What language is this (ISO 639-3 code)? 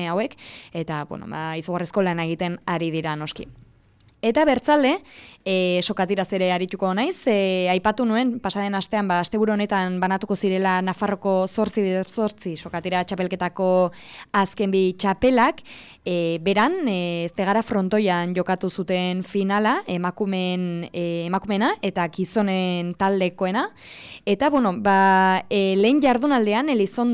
eus